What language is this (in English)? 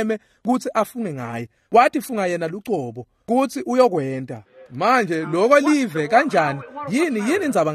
Swati